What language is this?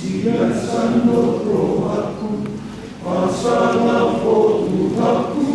Batak Toba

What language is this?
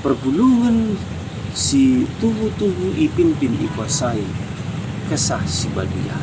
Batak Karo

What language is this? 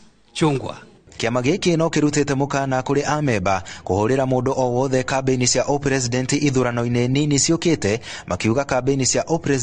Kikuyu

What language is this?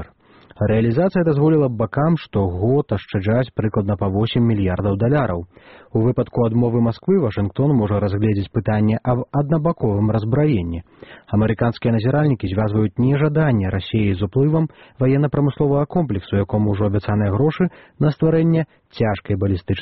Belarusian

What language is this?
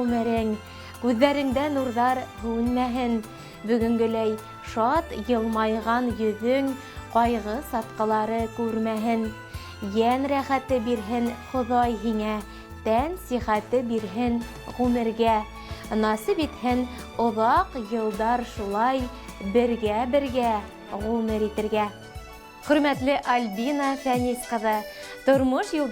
Bashkir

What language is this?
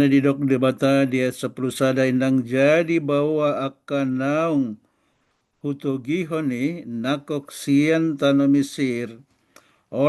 Batak Toba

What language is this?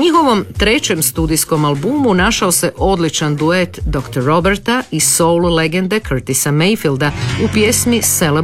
Croatian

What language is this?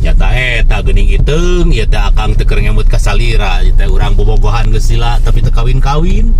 Sundanese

